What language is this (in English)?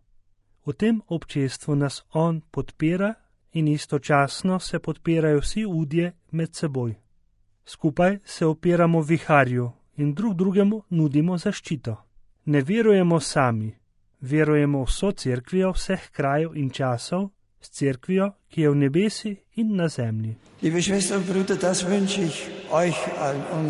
Slovenian